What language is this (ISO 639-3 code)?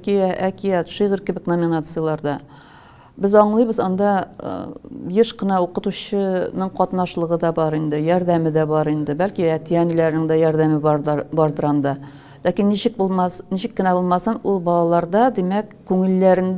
tat